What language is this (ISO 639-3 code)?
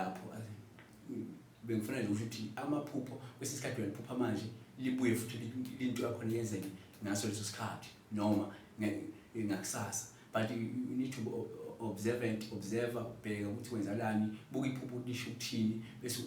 zul